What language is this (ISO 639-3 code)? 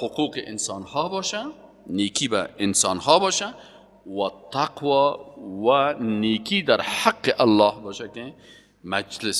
fas